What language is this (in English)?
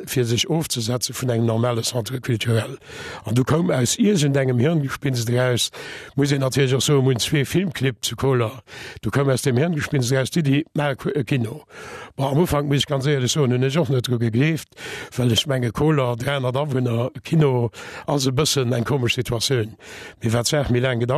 Luxembourgish